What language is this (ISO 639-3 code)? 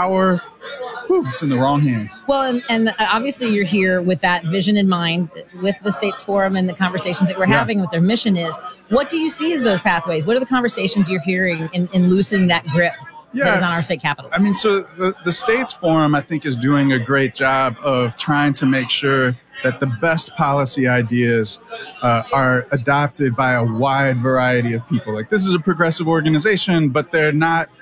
eng